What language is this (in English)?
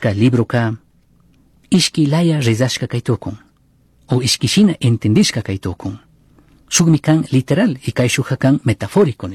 Chimborazo Highland Quichua